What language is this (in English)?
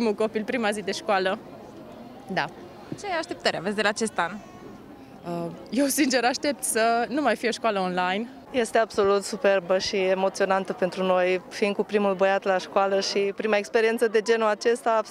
Romanian